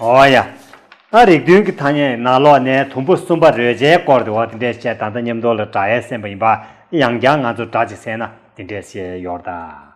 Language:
Tibetan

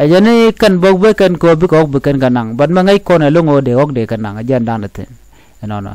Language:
Nuer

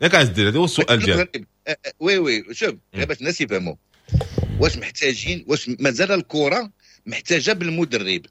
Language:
Moroccan Arabic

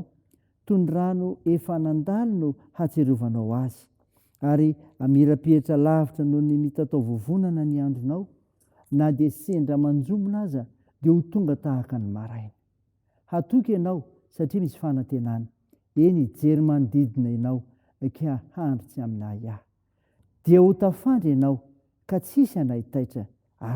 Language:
Malagasy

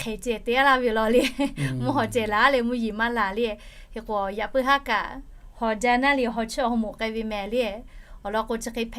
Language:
Lahu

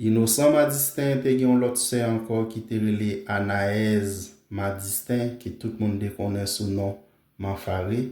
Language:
Haitian Creole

